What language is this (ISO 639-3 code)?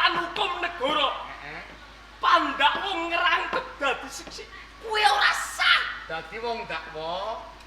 jav